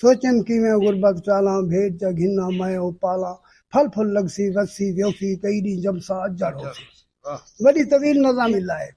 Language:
Saraiki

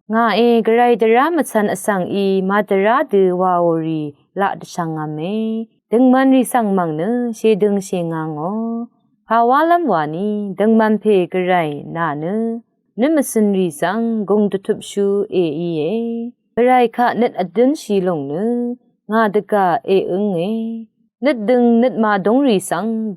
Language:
Rawang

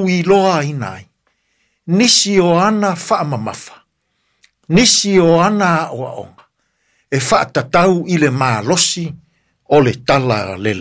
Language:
Samoan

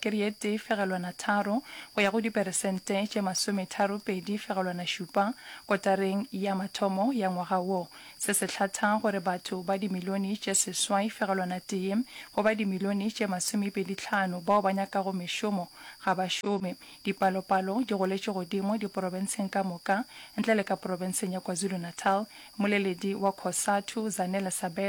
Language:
Northern Sotho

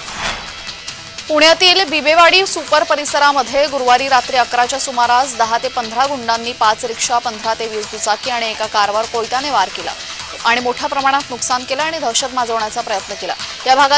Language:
Marathi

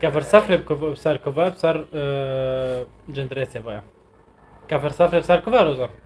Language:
North Levantine Arabic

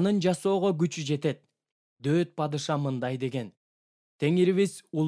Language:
Kyrgyz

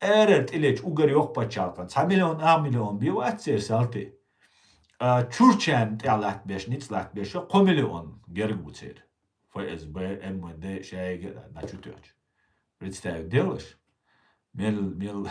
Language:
Chechen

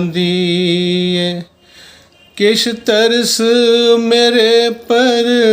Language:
Dogri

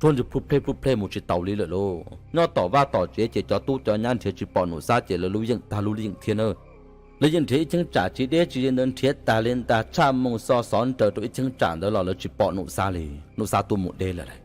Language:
Hmong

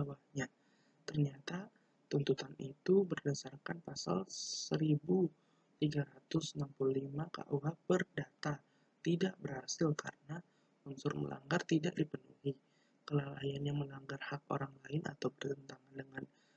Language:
Indonesian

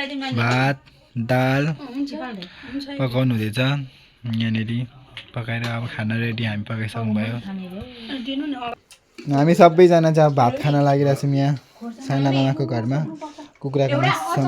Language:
Nepali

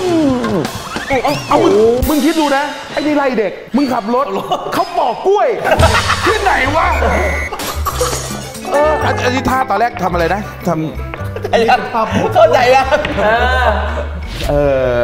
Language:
Thai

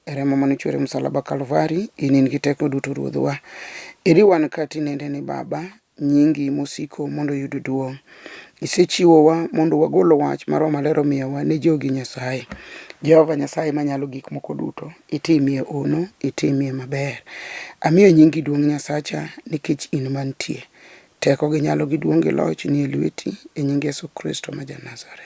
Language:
Luo (Kenya and Tanzania)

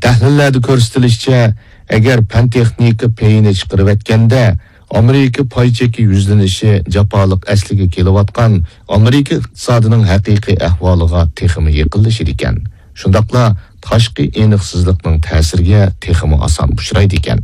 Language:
Uyghur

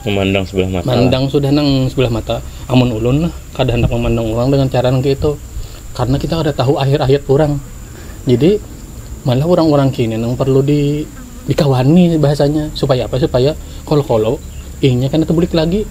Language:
Banjar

